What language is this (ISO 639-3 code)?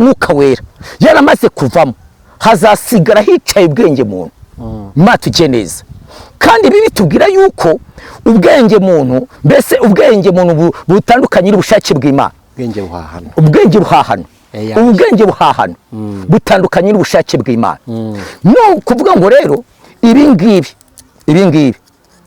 kin